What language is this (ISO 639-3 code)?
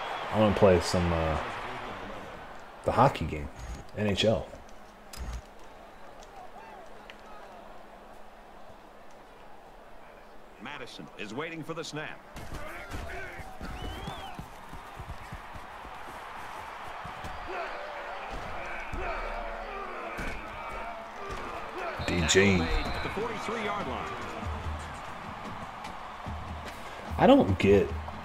eng